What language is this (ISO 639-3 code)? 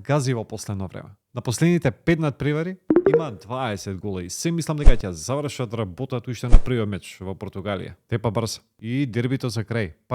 mkd